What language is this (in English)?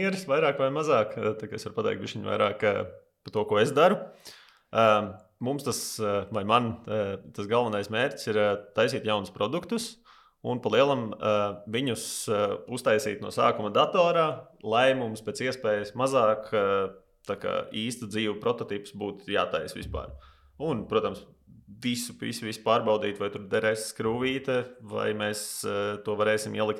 Latvian